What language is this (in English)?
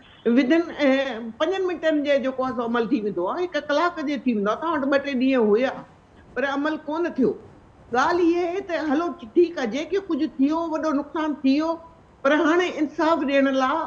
Sindhi